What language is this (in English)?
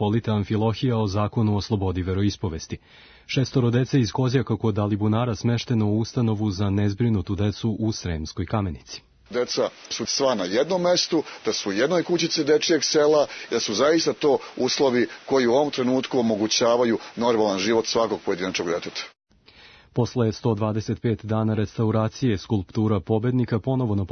Serbian